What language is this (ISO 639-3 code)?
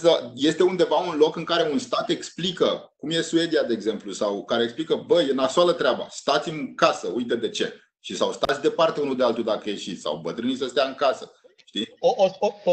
ron